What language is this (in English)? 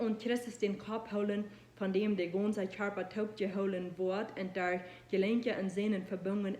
Plautdietsch